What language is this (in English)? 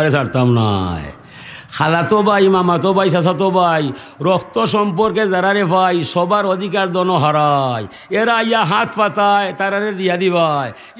Sylheti